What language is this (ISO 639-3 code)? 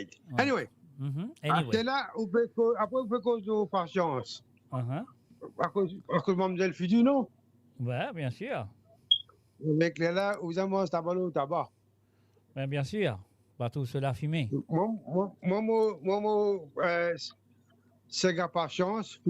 mfe